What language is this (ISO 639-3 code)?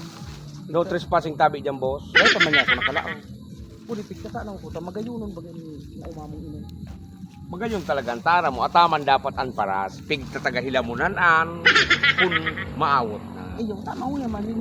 bik